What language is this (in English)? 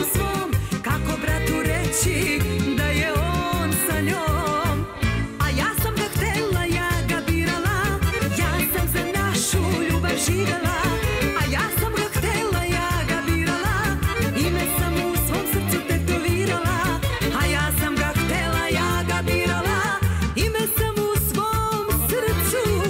Serbian